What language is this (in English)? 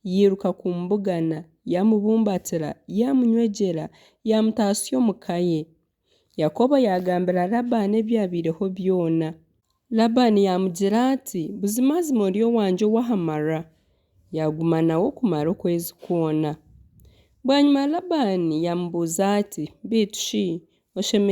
Nyankole